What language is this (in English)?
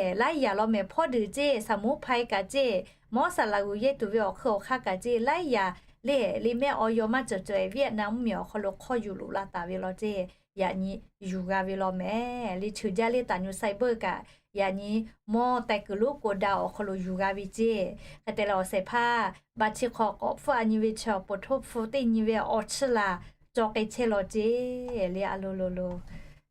Lahu